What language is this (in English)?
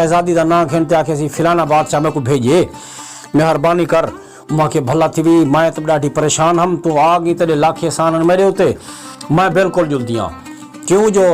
Saraiki